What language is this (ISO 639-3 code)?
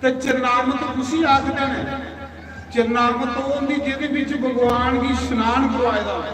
doi